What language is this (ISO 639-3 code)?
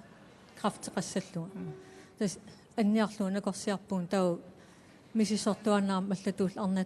kal